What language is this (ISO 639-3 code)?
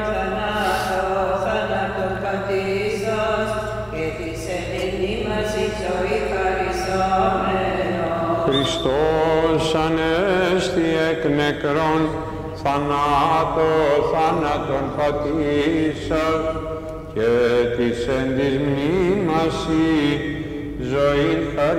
ell